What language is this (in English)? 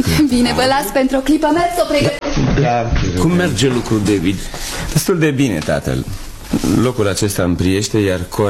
Romanian